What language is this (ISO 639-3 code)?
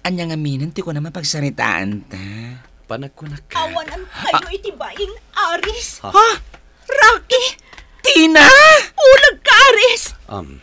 ilo